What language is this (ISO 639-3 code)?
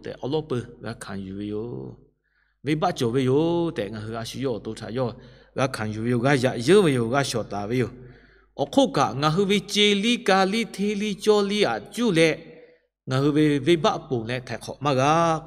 lhu